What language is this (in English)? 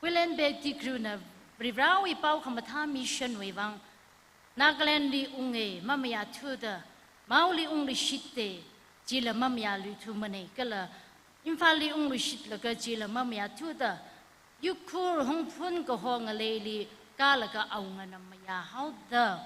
Tangkhul Naga (India)